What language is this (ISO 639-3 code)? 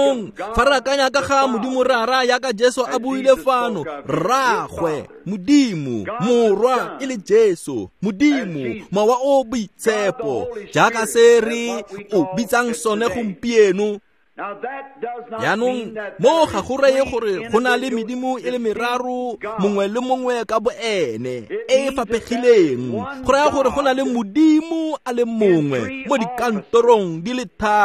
tsn